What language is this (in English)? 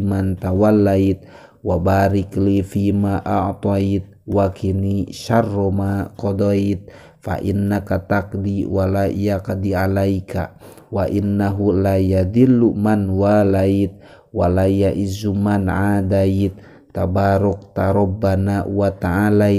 Sundanese